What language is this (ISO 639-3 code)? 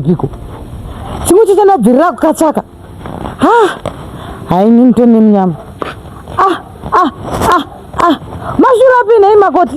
sna